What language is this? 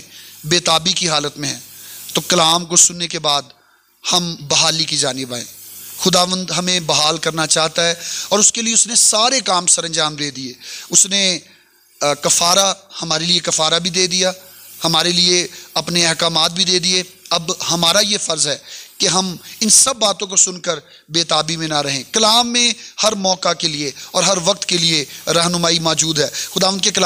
Urdu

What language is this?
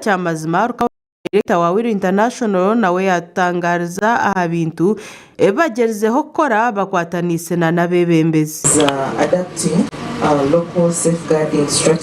Nyankole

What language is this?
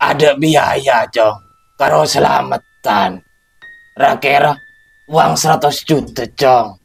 Madurese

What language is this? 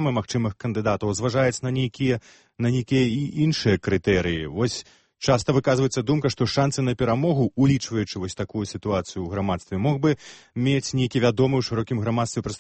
Belarusian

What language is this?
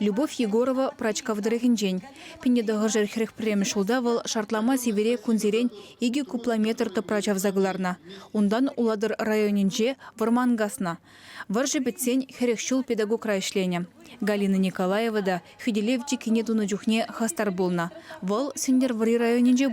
Chuvash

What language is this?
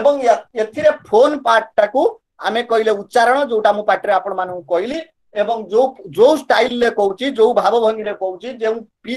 Odia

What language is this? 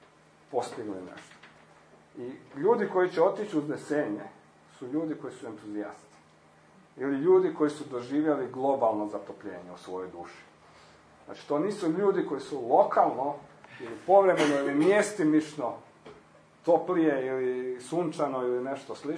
Croatian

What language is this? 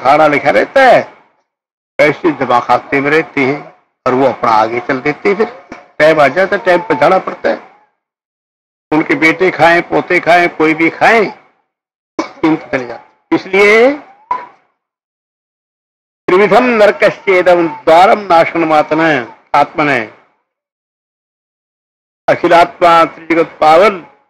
Hindi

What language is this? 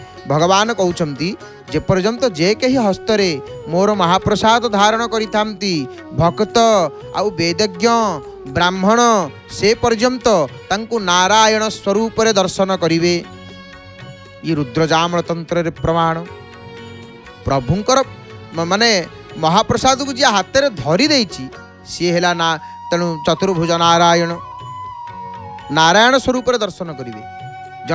Odia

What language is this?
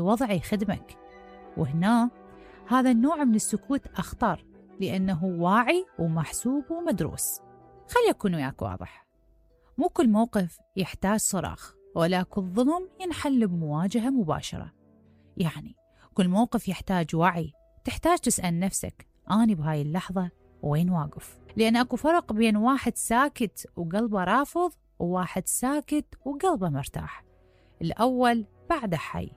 Mesopotamian Arabic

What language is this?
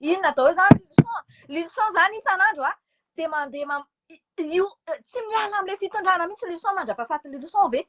Malagasy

